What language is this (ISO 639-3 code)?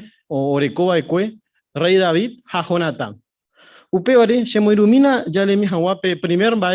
grn